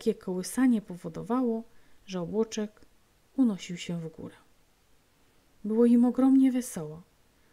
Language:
Polish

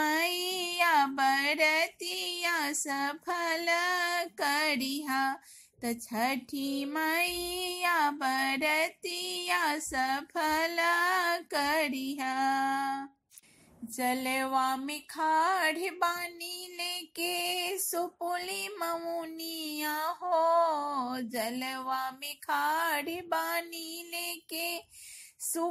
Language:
Bhojpuri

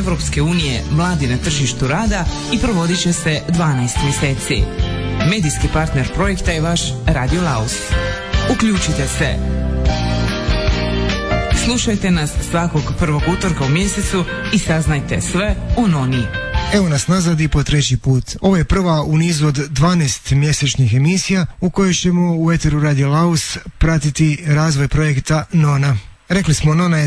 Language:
Croatian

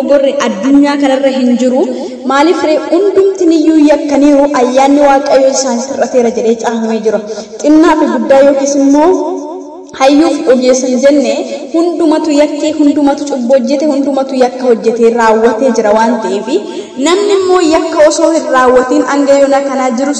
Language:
Oromo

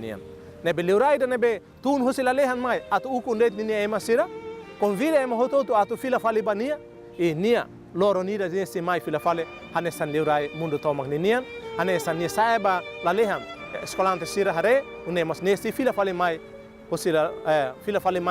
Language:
Tetum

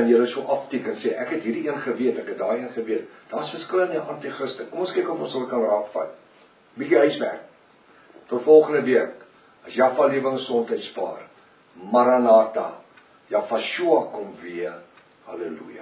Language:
Afrikaans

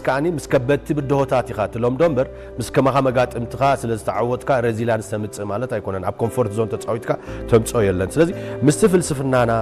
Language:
Tigrinya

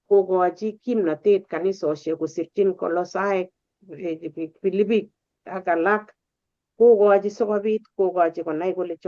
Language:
Kalenjin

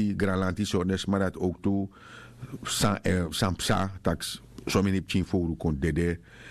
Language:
Sranan Tongo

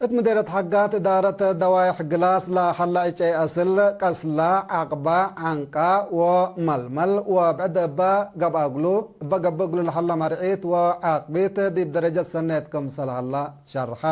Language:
Tigre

